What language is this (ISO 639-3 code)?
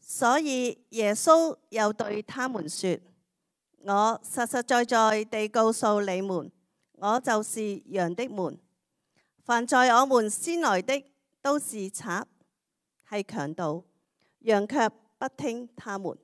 yue